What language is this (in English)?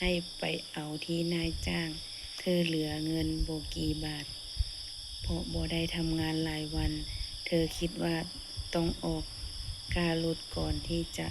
Lao